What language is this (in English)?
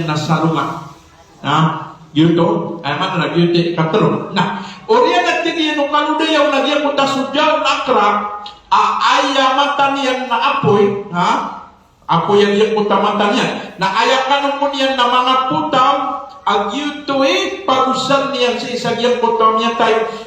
Maranao